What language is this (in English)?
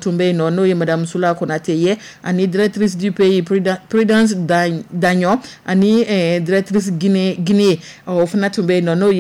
Dyula